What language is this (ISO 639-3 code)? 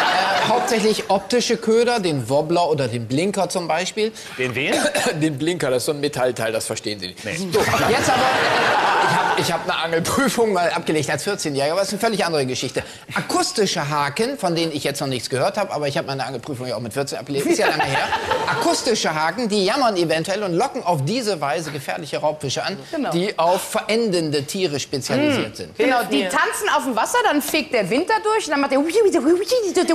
deu